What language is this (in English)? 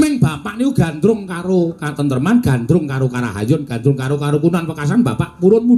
Javanese